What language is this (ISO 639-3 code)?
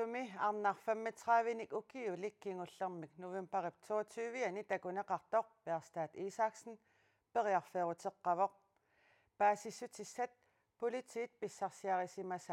kal